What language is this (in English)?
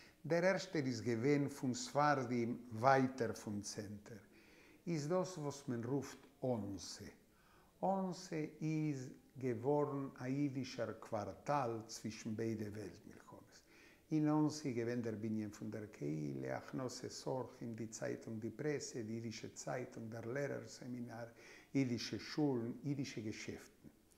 Yiddish